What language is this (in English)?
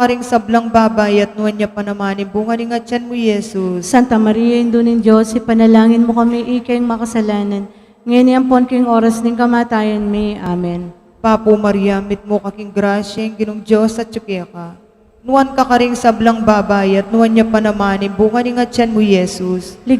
Pampanga